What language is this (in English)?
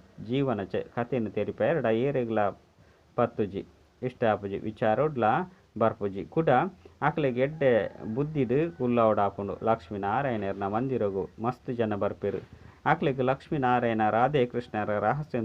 Tulu